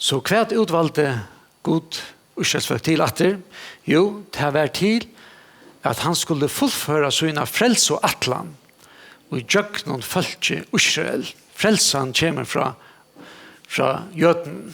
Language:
Faroese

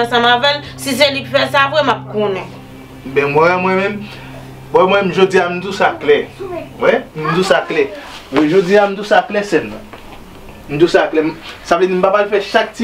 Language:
Haitian Creole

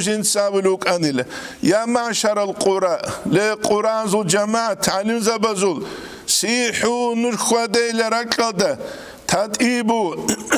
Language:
Avaric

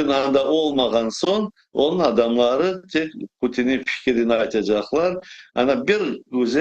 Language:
Crimean Tatar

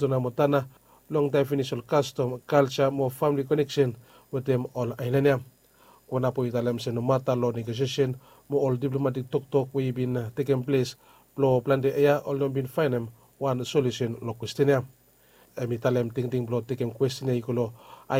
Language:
Bislama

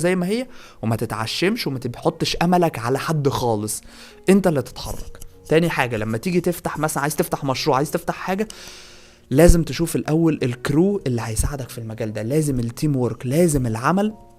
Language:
Egyptian Arabic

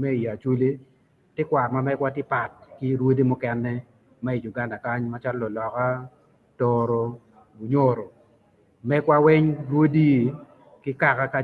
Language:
Acoli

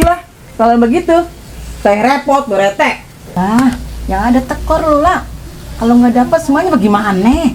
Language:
Betawi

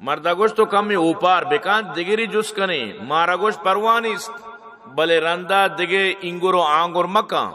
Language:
Baluchi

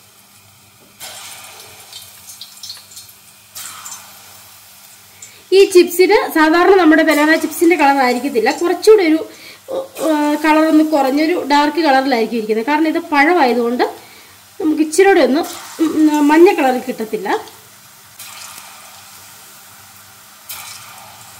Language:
Malayalam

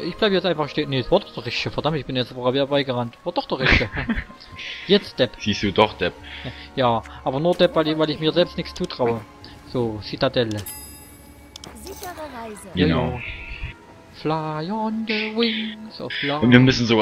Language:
German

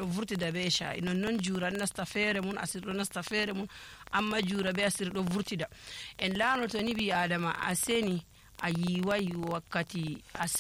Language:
Nigerian Fulfulde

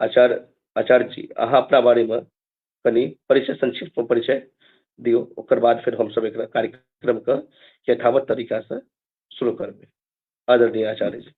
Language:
Maithili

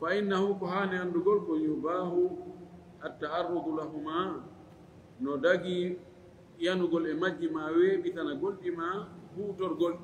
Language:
Fula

